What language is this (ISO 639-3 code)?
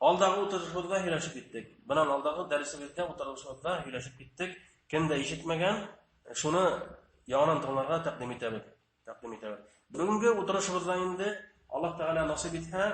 bak